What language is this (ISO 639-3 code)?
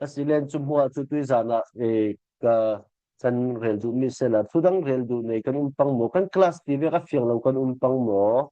cfm